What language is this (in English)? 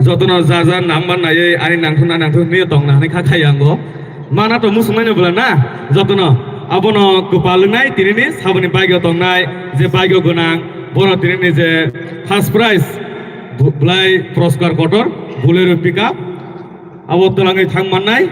Kok Borok